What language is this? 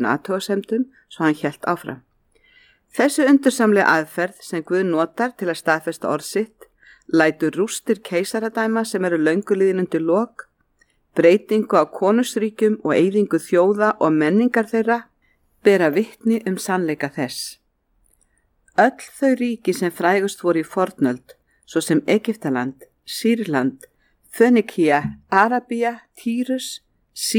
Icelandic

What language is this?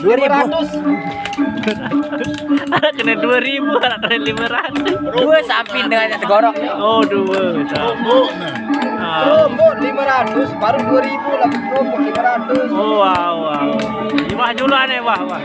Sasak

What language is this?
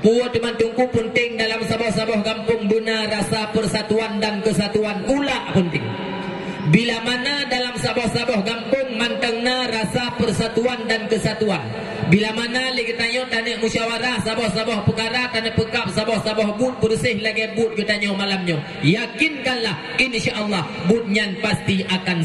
Achinese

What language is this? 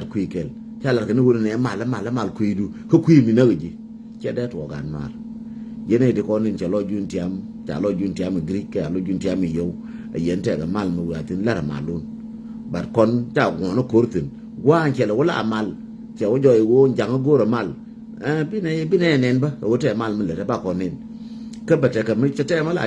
Nuer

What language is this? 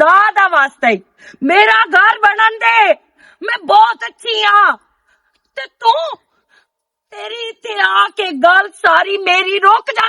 Western Panjabi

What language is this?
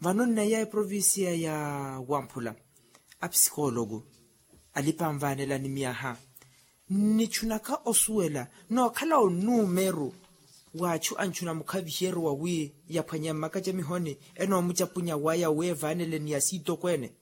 Makhuwa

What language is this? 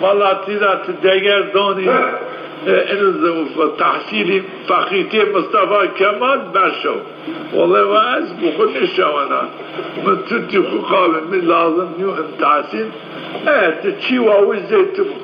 Zaza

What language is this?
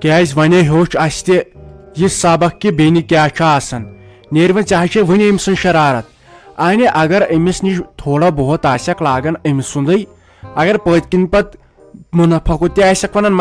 Kashmiri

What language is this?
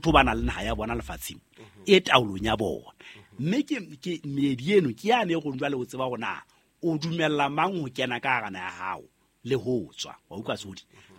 Southern Sotho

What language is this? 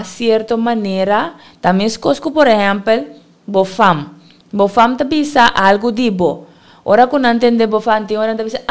Papiamento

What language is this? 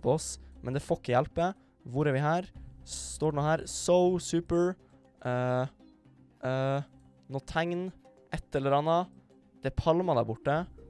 Norwegian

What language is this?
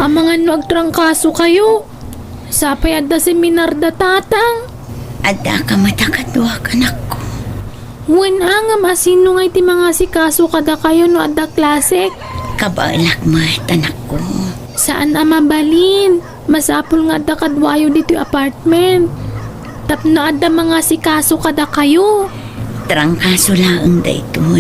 Iloko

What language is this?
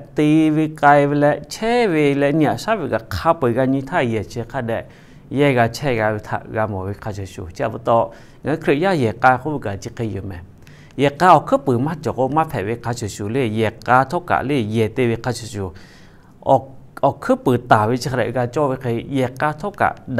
Lahu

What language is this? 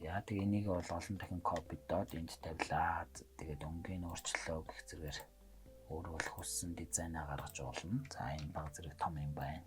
Mongolian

